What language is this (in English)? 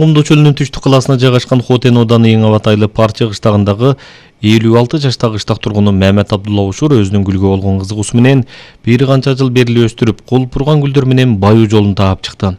Kyrgyz